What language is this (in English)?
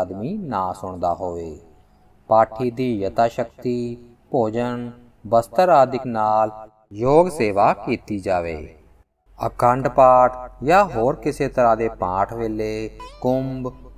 Punjabi